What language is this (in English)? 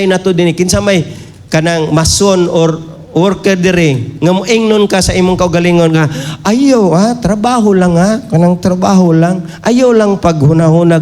Cebuano